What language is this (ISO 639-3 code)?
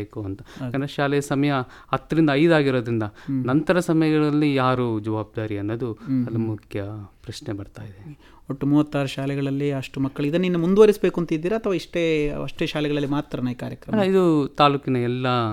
kan